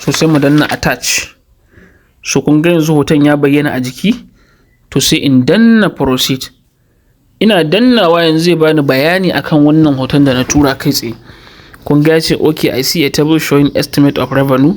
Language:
Hausa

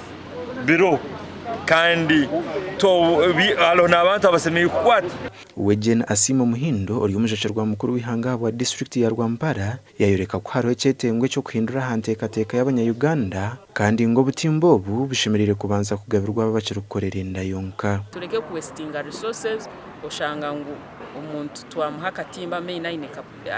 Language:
Nyankole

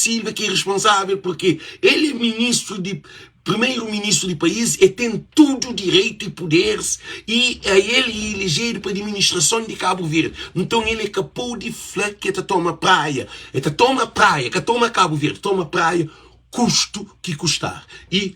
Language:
Kabuverdianu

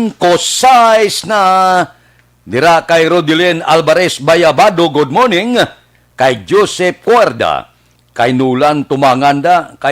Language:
Hiligaynon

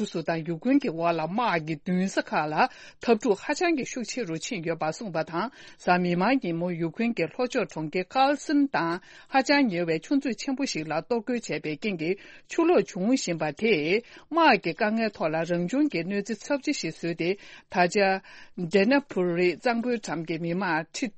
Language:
Tibetan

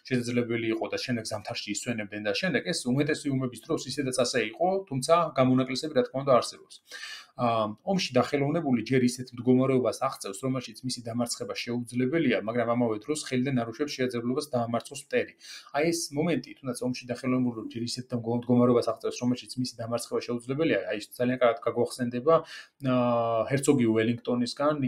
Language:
Georgian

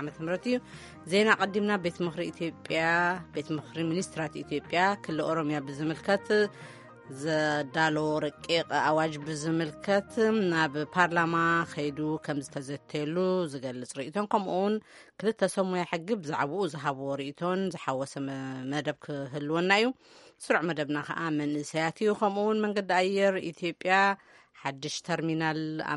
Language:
Tigrinya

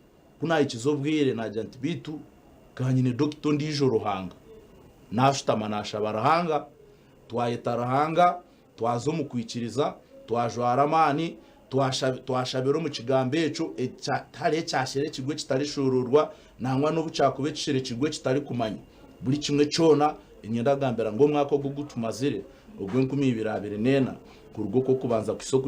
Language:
Nyankole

